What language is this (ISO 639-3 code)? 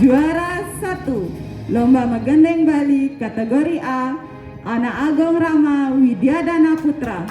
ban